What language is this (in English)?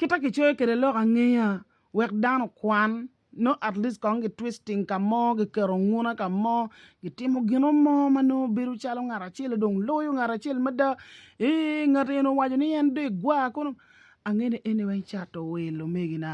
Acoli